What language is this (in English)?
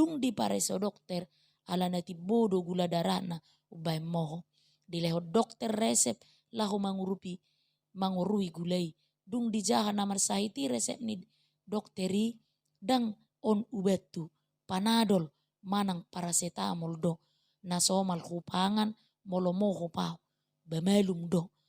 Batak Toba